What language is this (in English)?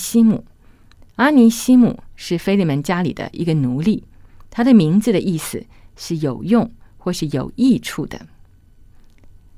Chinese